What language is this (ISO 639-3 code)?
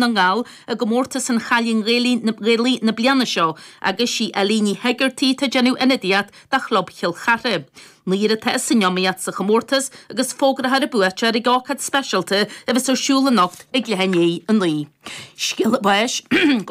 gle